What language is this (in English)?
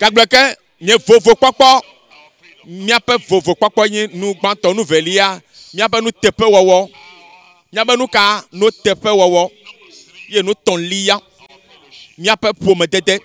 Ewe